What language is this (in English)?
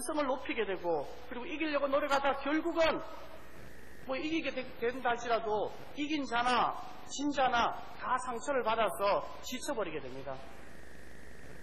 Korean